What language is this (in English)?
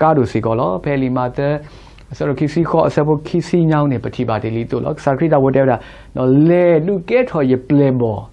S'gaw Karen